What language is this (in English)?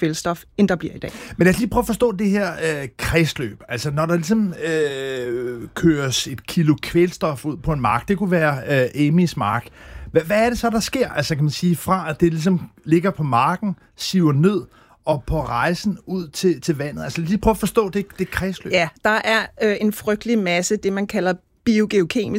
Danish